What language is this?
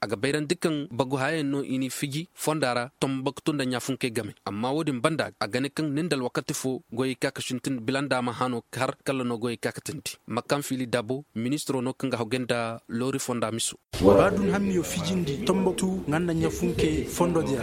Koyraboro Senni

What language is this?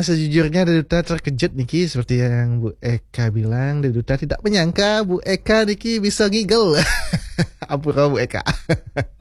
Balinese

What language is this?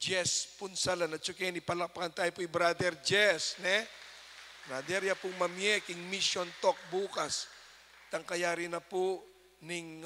Pampanga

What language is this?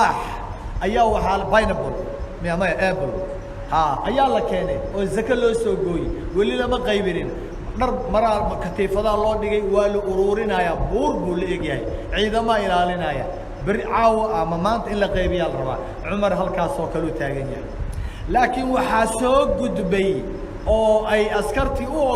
Somali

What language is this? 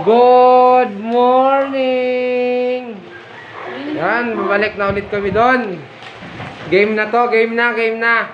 Bikol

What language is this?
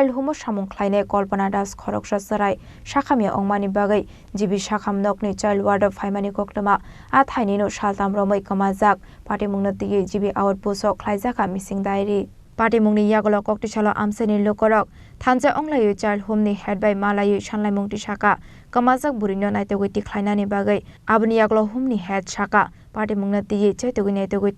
Kok Borok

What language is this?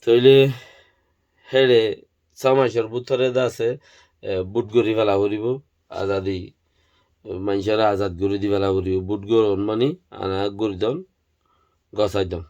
Rohingya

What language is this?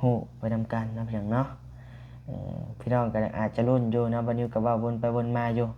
Lao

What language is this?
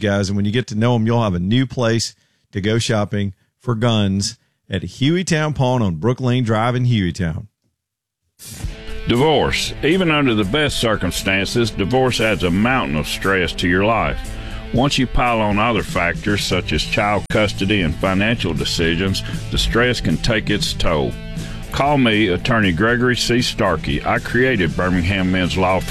English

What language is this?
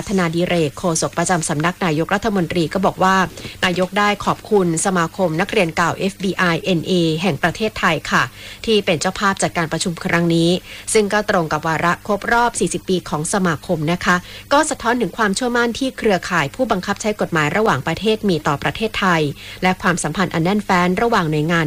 Thai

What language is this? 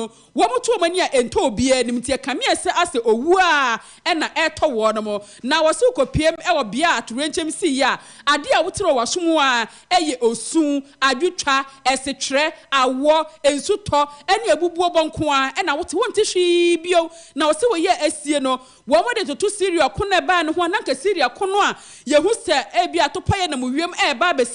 Akan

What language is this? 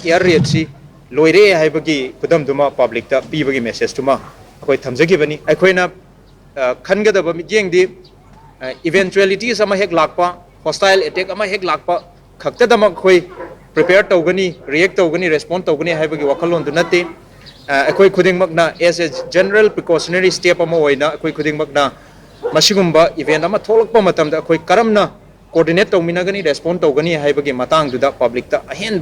Manipuri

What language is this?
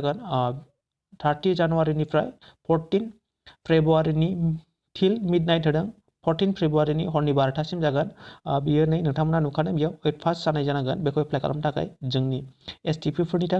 Bodo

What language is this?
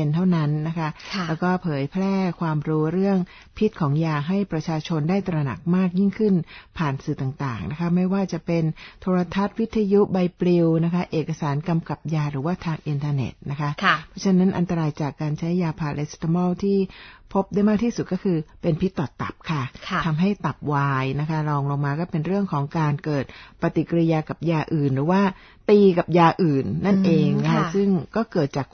Thai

